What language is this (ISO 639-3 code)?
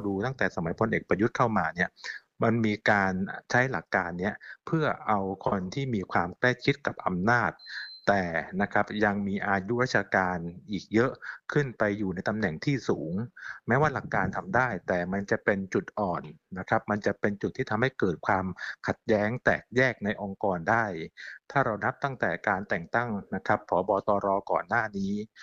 tha